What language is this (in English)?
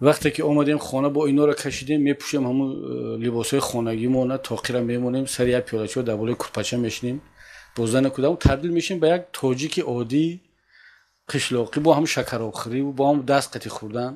Tajik